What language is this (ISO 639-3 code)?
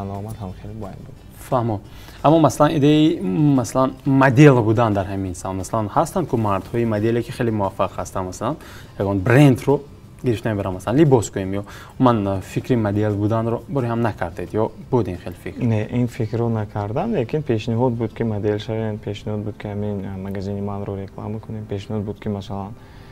tgk